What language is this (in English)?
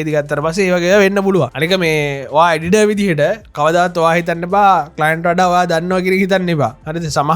Sinhala